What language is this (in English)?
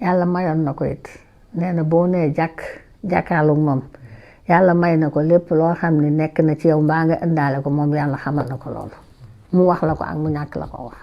Wolof